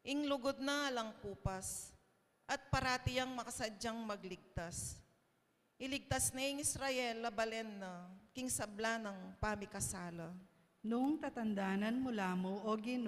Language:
Pampanga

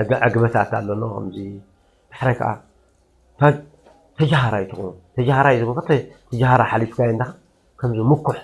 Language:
Tigrinya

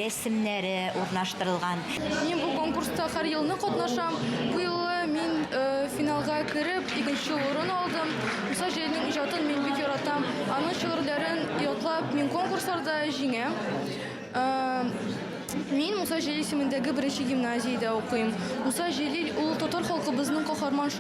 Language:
Tatar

